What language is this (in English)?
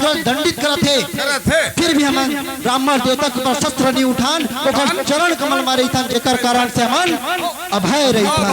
Chhattisgarhi